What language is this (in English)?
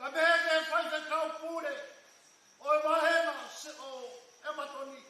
Tongan